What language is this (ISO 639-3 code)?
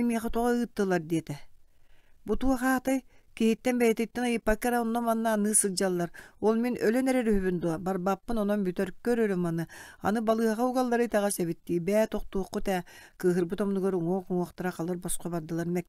sah